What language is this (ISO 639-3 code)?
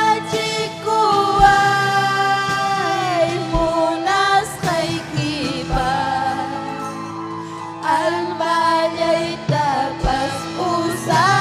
quy